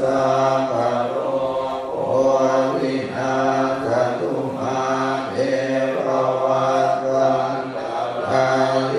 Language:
Pali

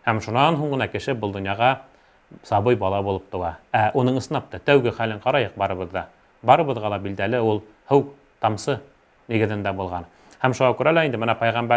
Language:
Bashkir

